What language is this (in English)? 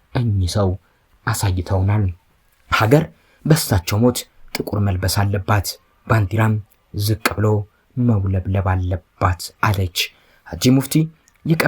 Amharic